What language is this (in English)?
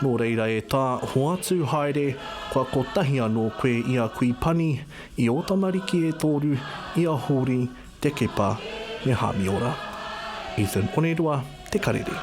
Māori